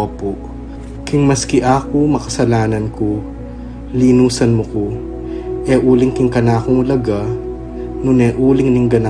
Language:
Pampanga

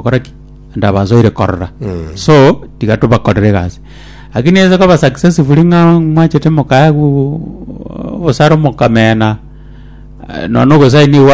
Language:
Gusii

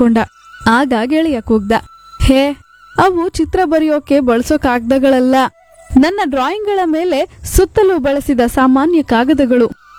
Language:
Kannada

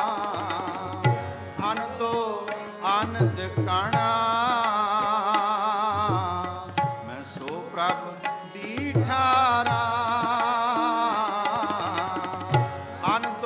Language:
Punjabi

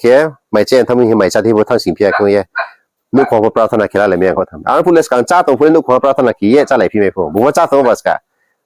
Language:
Riang (India)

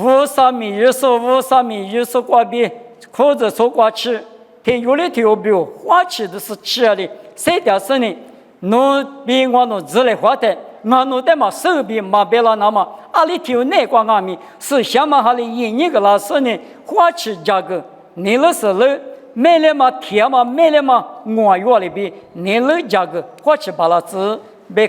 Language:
Lisu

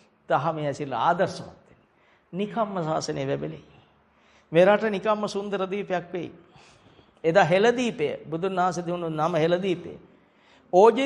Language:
Sinhala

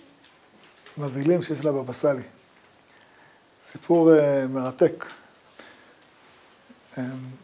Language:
Hebrew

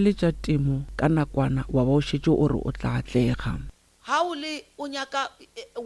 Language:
Northern Sotho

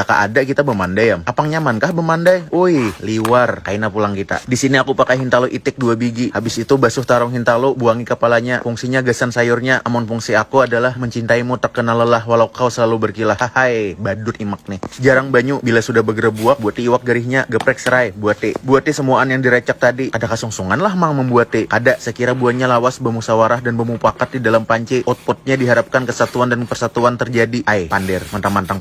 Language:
Banjar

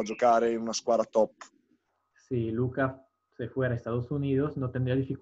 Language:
Italian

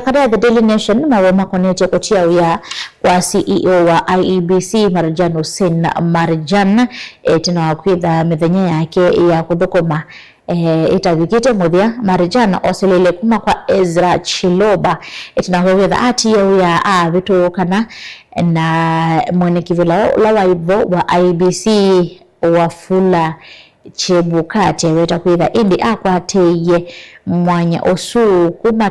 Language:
Kamba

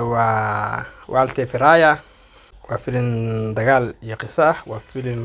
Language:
Somali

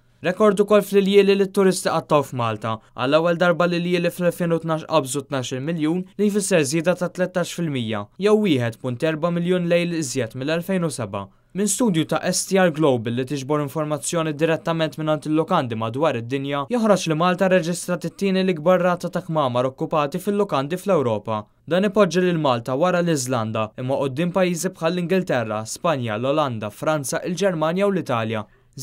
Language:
Maltese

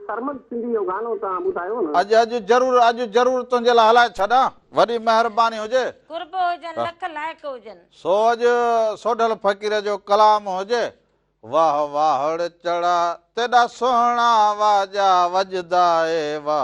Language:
Sindhi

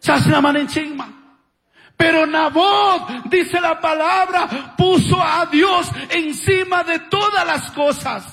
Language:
Chimborazo Highland Quichua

